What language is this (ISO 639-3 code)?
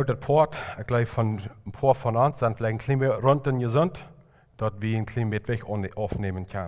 pdt